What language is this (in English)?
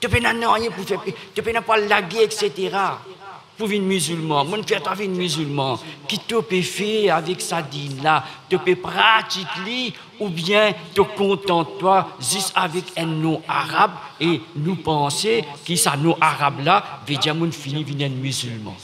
Morisyen